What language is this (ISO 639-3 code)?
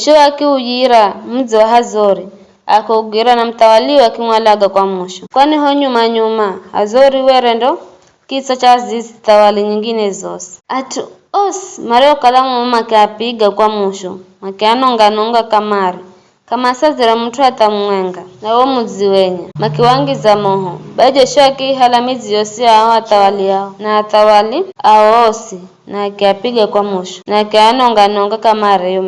nyf